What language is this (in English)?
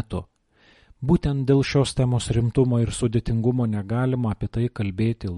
Lithuanian